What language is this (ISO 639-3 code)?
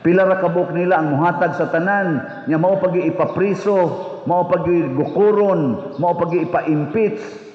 ceb